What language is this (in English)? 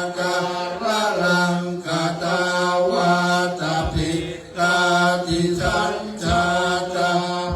Pali